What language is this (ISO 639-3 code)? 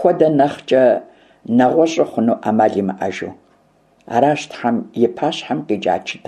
kbd